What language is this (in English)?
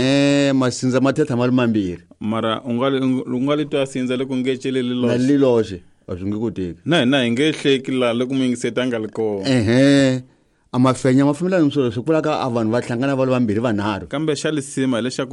Tsonga